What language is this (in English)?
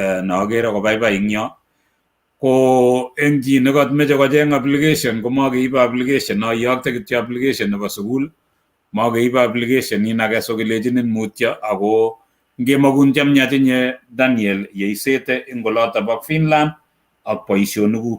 Kalenjin